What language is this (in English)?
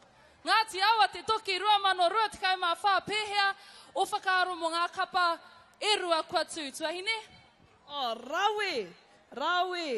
Māori